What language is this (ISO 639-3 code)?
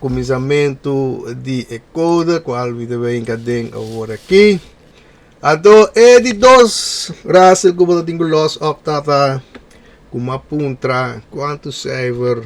pap